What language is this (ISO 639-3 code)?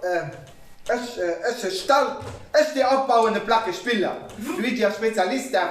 ltz